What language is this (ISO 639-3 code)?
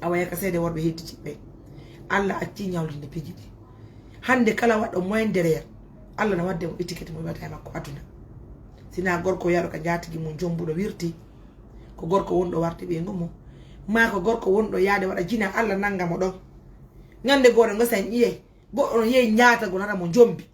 ful